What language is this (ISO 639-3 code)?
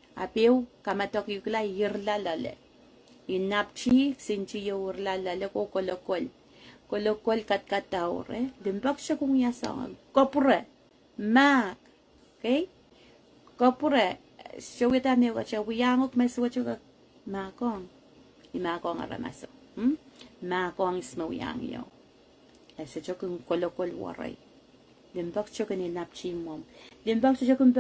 pon